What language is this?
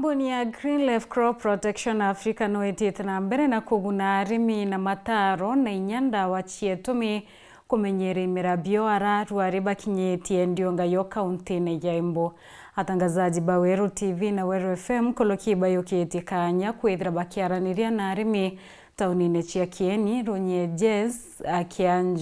Meru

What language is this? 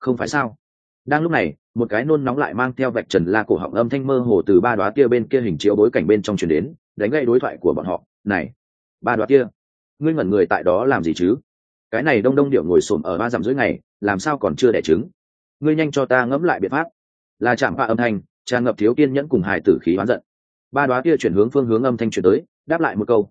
Vietnamese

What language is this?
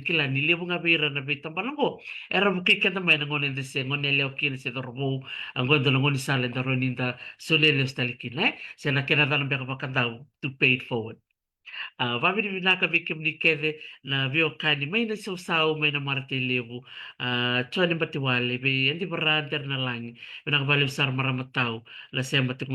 Fijian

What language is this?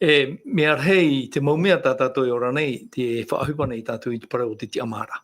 Tahitian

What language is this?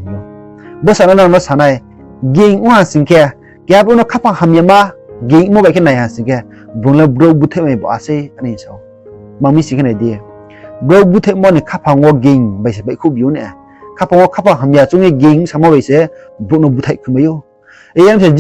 Riang (India)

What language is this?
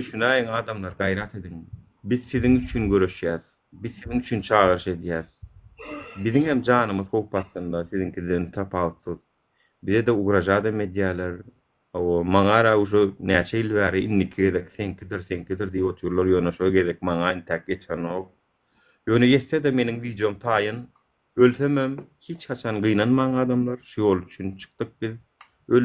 Turkmen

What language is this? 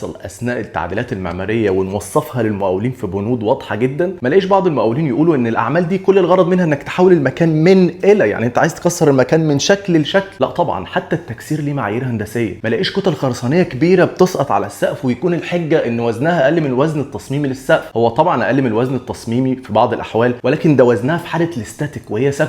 Egyptian Arabic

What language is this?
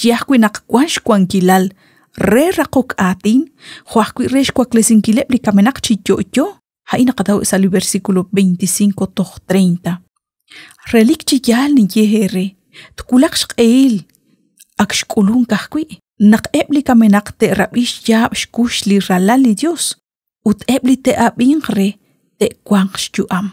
Kekchí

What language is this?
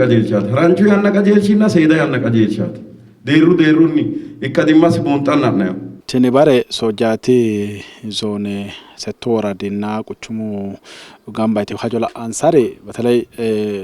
Sidamo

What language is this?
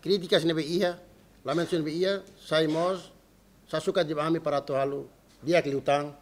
Tetum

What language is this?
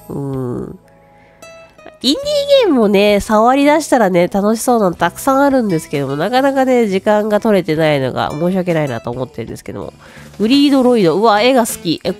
Japanese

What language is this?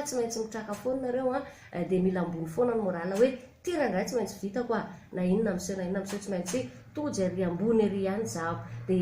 Malagasy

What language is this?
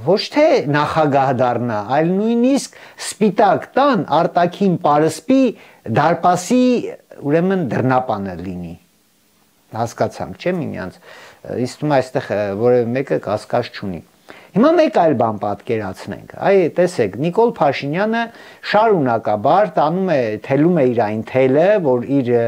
Armenian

